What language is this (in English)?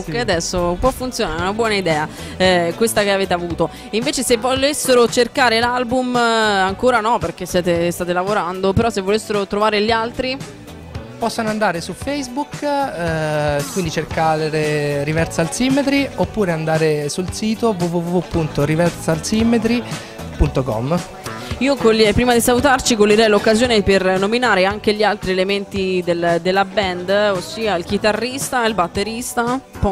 Italian